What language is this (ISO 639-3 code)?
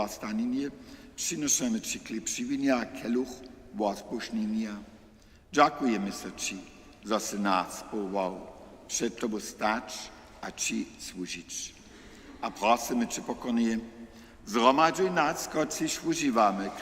hsb